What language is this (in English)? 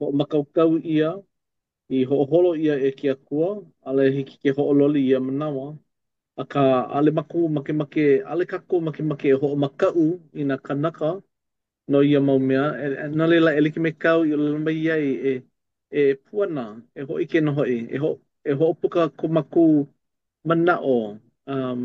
Hawaiian